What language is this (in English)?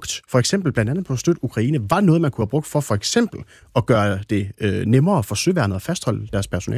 Danish